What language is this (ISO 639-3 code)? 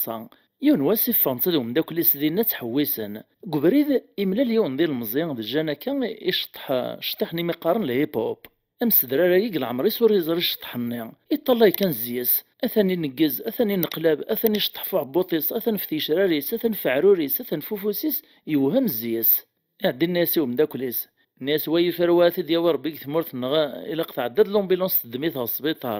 kab